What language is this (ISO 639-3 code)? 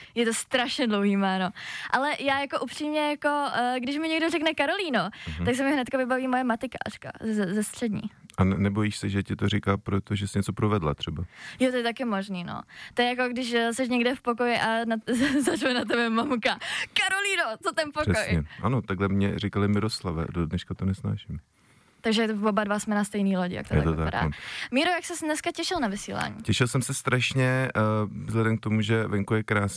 ces